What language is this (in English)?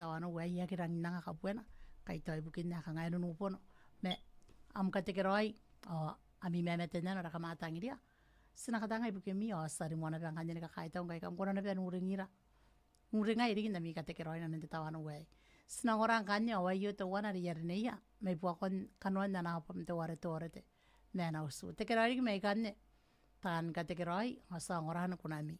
Gilbertese